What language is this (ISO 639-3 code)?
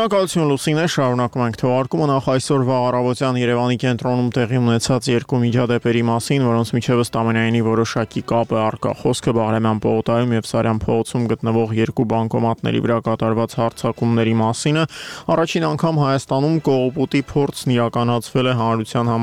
hye